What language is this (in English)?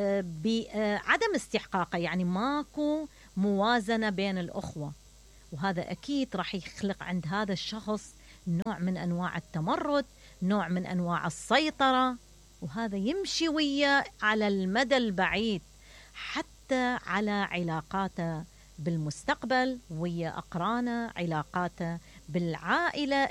Mesopotamian Arabic